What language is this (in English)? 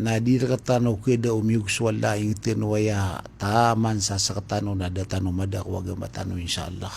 Maranao